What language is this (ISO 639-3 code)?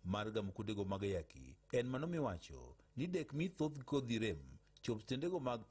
luo